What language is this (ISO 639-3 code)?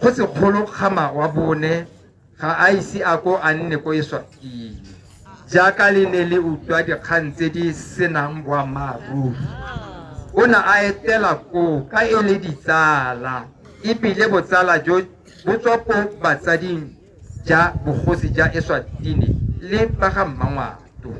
tsn